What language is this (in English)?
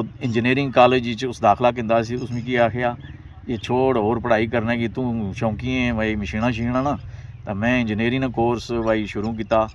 Pahari-Potwari